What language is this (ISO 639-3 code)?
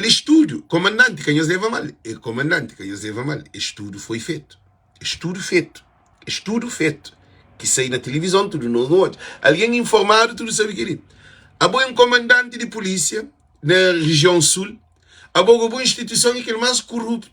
kea